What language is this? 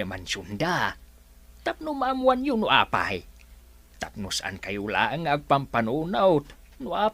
Iloko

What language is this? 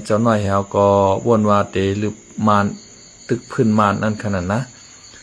Shan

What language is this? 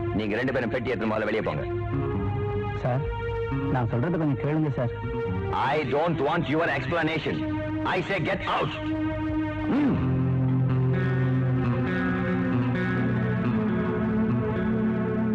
Tamil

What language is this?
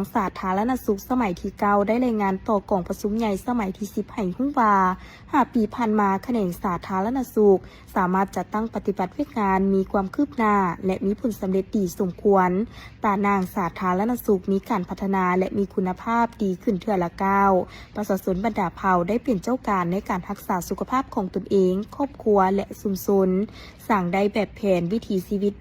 Lao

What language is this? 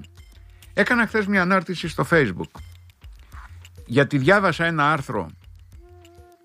Greek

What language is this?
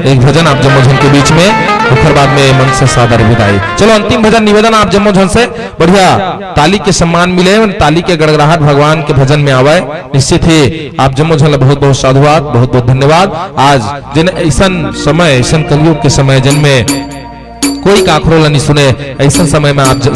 Chhattisgarhi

